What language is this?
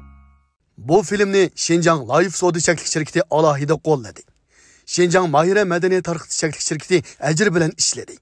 Uyghur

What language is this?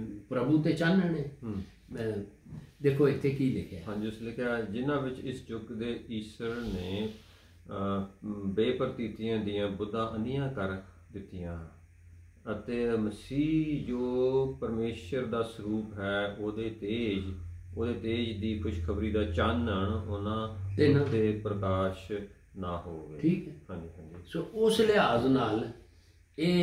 Punjabi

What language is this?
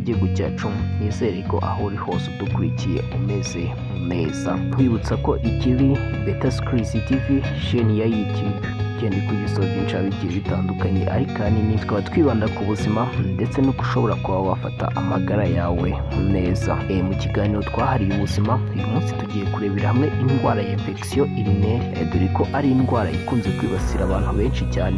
Kinyarwanda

